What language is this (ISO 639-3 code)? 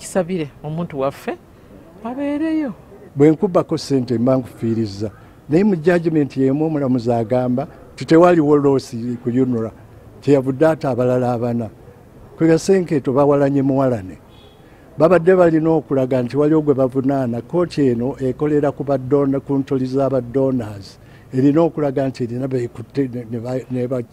lug